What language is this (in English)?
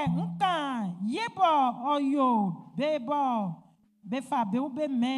Baoulé